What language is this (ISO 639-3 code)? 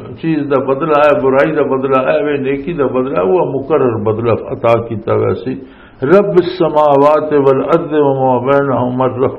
lah